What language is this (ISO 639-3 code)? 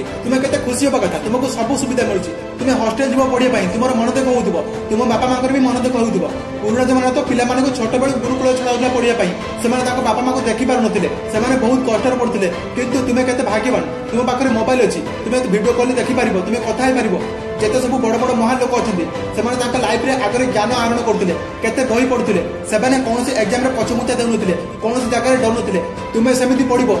ori